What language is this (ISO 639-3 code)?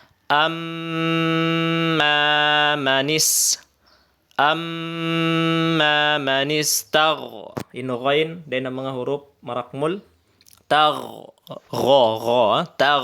tsg